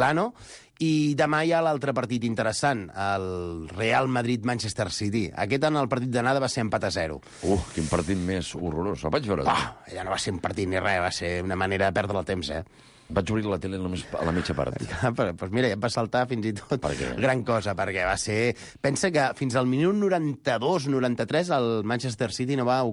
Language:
Catalan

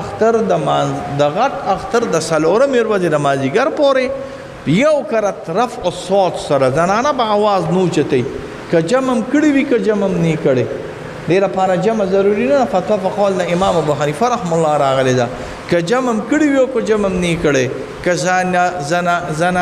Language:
Pashto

